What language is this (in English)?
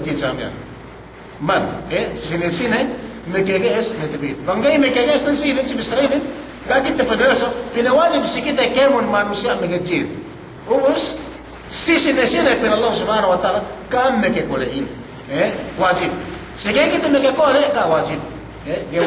Yakan